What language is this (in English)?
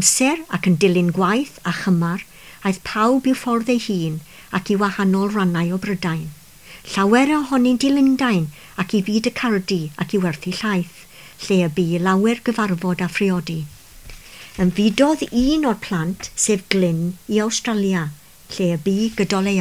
Welsh